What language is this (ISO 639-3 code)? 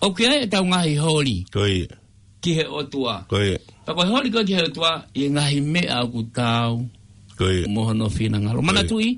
ton